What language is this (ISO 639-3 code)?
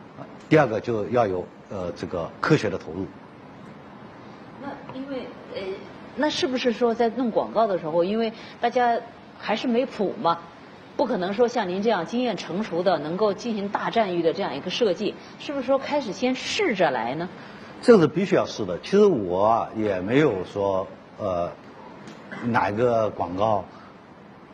zho